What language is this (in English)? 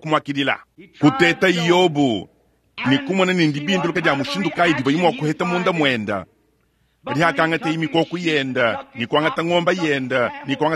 Luba-Lulua